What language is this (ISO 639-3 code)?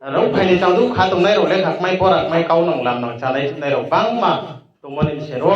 ria